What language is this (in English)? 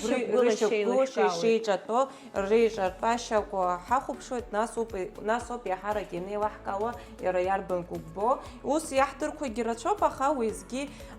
Abkhazian